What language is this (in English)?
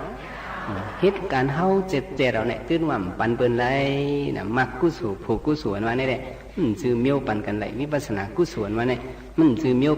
Shan